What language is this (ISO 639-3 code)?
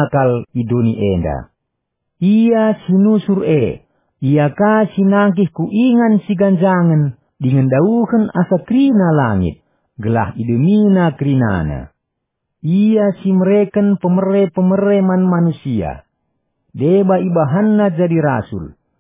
btx